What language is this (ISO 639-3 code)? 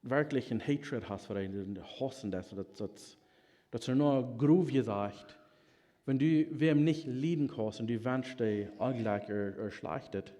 pdt